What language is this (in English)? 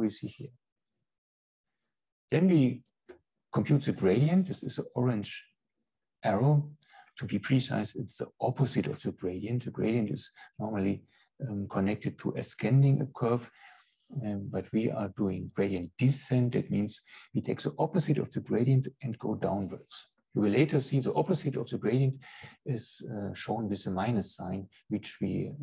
English